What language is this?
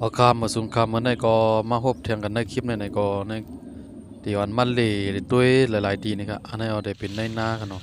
Shan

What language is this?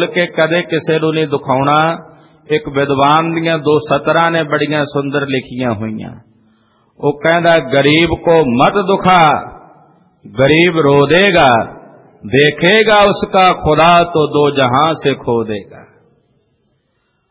Punjabi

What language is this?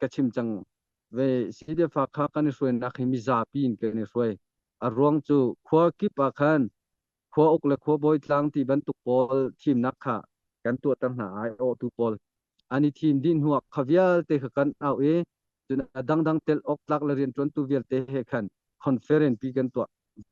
Hakha Chin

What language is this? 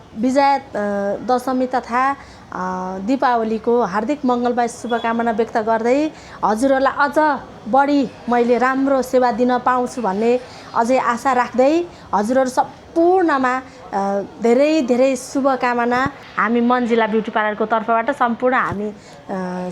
Nepali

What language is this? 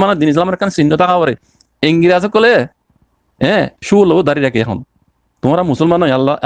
Rohingya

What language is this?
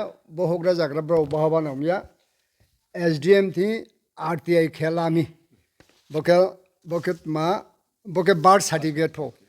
Riang (India)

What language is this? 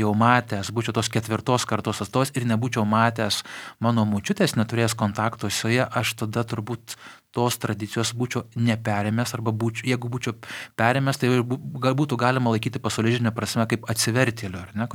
Lithuanian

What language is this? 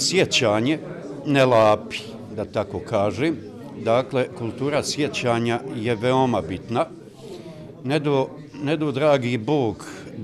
Bosnian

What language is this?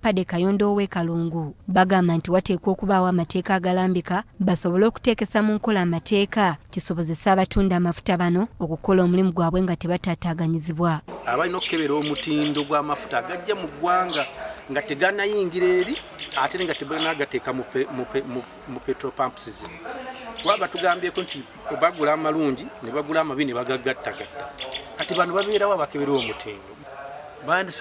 Ganda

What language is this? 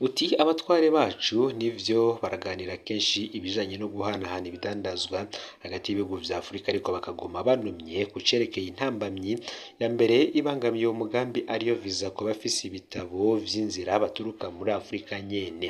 Rundi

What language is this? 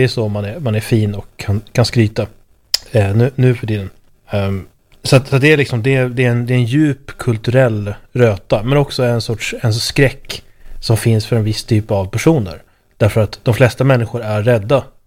Swedish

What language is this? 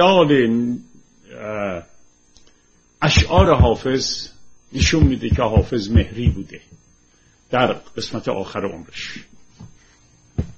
Persian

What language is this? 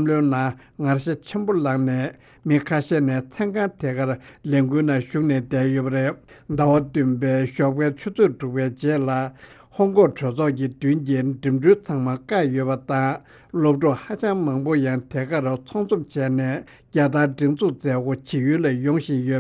Tibetan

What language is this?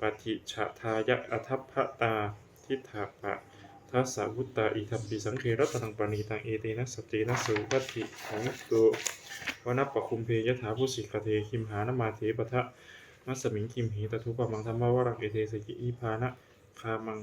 Pali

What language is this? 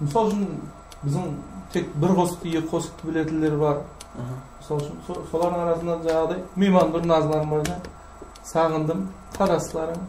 Kara-Kalpak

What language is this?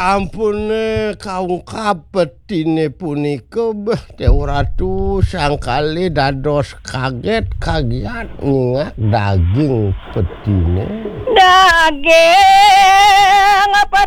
Balinese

